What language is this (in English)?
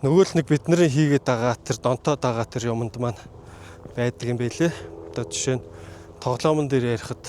Mongolian